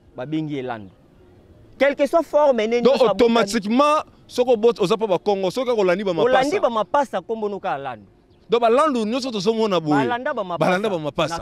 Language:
Lingala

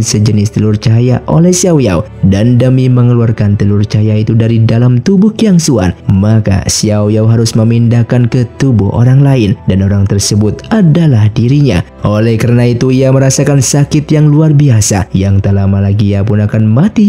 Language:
Indonesian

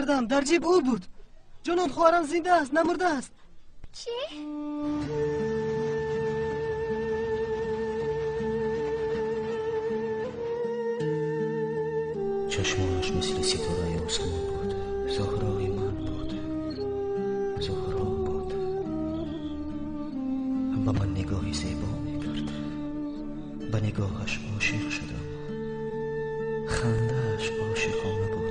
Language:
Tajik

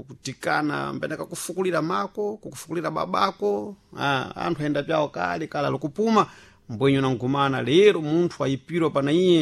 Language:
Sena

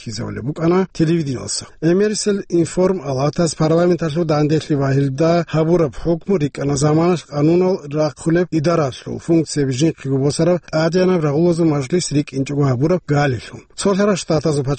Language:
Avaric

